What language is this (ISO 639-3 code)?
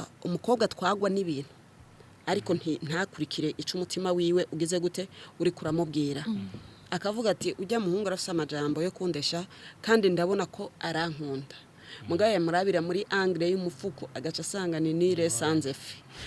run